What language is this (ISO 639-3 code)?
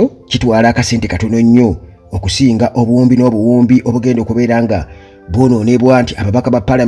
lug